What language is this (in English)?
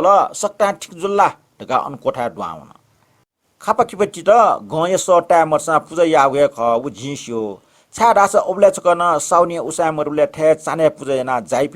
Newari